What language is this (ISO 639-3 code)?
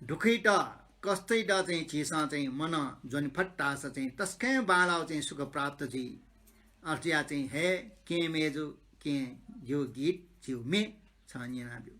new